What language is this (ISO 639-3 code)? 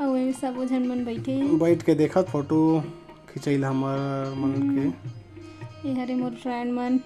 hne